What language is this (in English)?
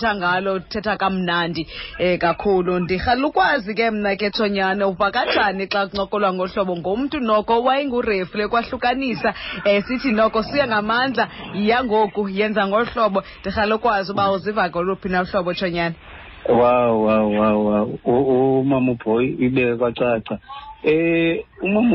Xhosa